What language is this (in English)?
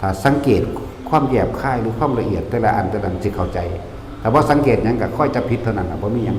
Lao